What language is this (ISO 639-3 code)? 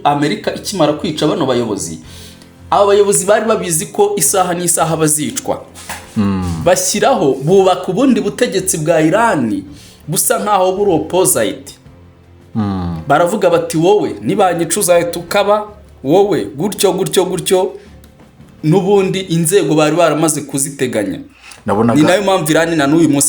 kin